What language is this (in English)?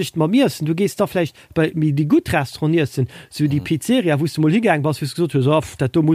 Luxembourgish